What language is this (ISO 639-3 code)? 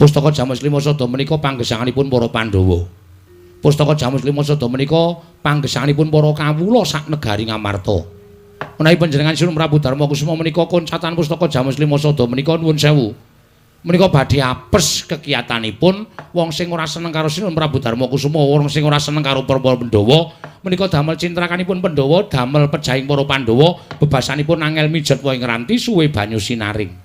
jav